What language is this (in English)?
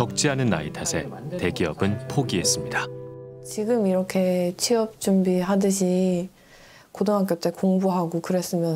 Korean